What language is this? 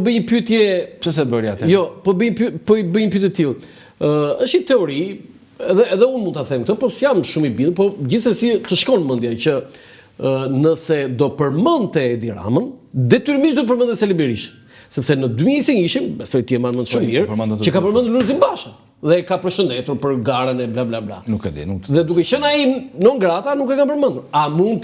Albanian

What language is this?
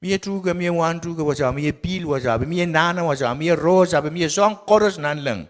Pohnpeian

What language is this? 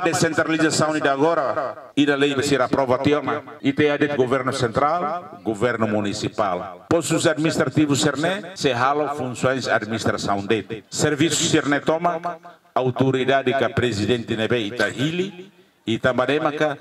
Tetum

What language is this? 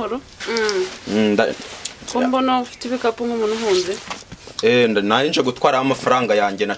Kinyarwanda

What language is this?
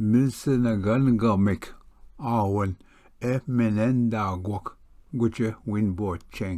Ojibwa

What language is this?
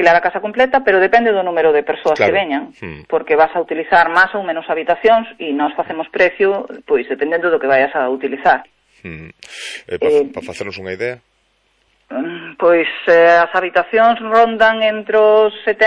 Galician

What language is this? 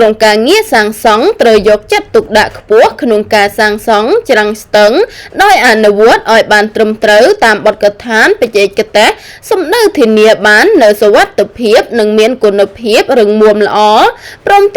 Khmer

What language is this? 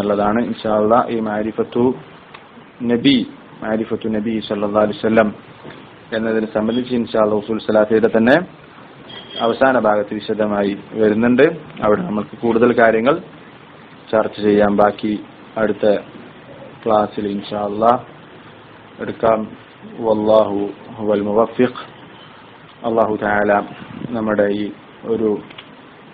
Malayalam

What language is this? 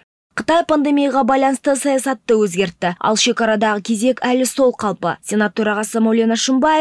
Kazakh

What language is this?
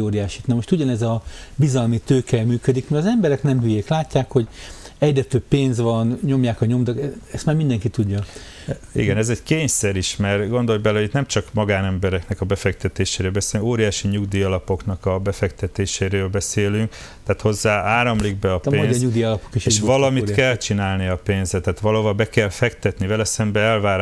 Hungarian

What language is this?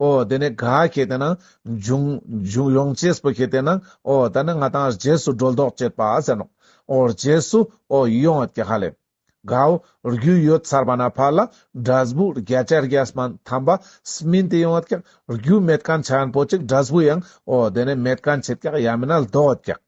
Ladakhi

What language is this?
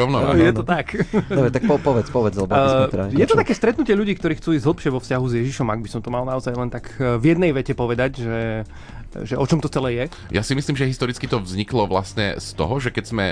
Slovak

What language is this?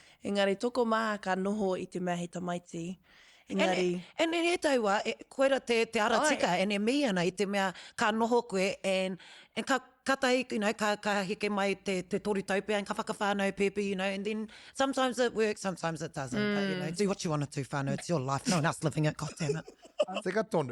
Māori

